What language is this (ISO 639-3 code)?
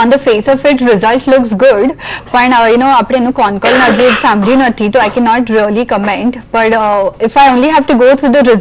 guj